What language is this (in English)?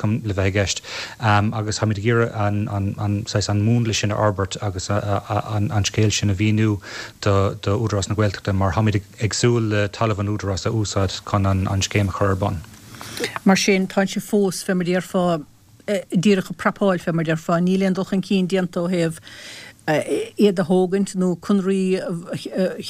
Irish